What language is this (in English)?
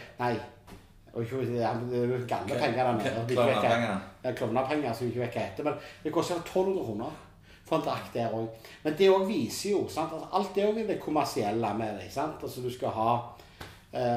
Norwegian